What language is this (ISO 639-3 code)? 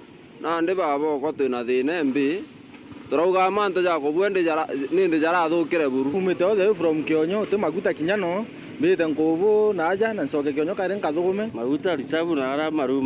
mer